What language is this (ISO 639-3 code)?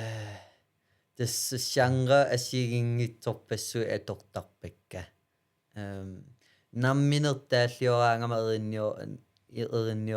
kal